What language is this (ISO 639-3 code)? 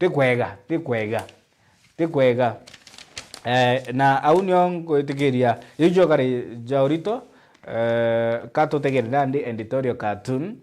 mer